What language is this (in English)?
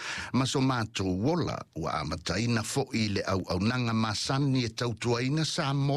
Samoan